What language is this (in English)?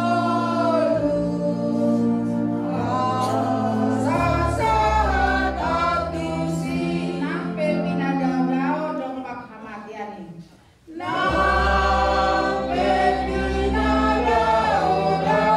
Batak Toba